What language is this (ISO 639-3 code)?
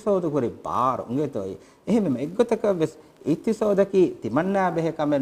div